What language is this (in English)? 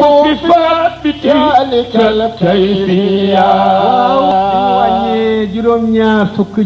Wolof